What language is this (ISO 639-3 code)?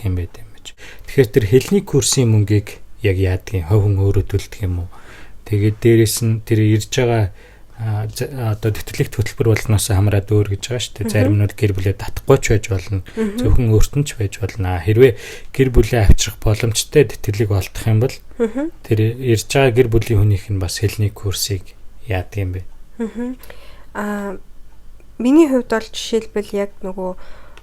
mon